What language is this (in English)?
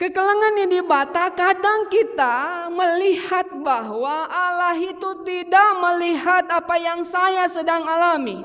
Batak Karo